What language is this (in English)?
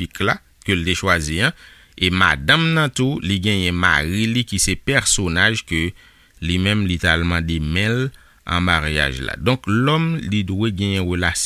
Haitian Creole